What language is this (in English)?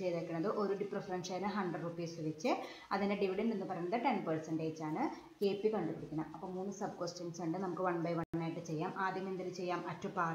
Malayalam